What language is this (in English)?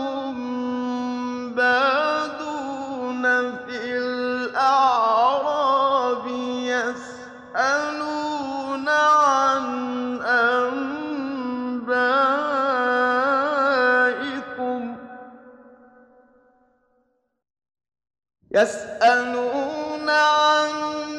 Arabic